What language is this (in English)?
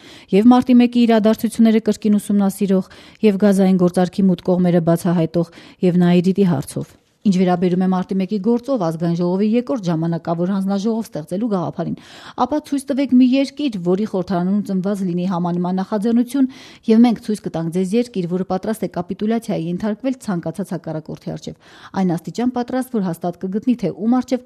Armenian